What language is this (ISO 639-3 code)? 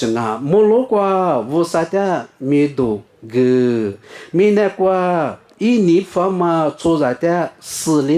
lis